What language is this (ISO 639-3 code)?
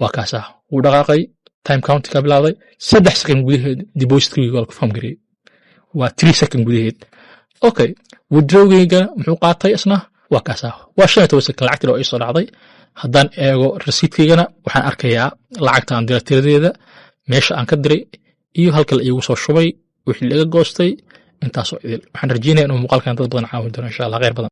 som